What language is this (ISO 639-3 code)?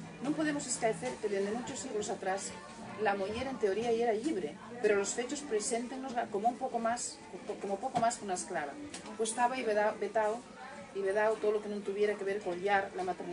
ast